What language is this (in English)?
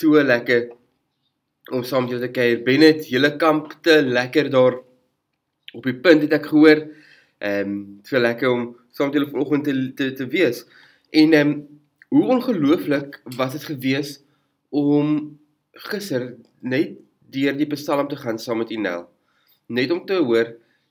Afrikaans